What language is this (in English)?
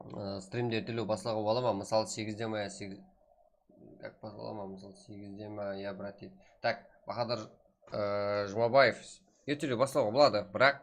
Kara-Kalpak